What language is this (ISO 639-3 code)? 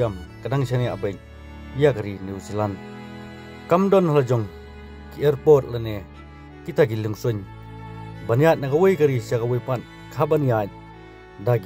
kha